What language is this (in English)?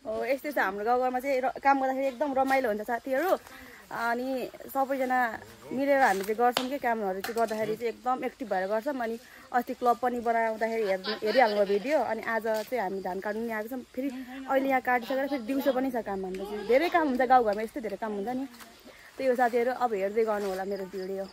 Nepali